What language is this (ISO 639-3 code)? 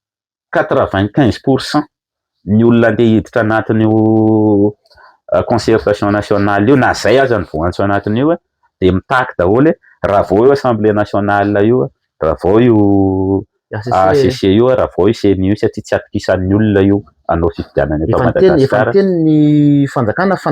mlg